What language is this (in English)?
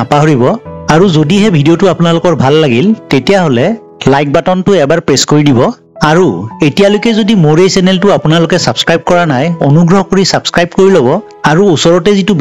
Assamese